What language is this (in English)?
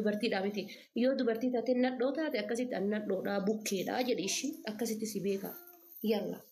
Oromo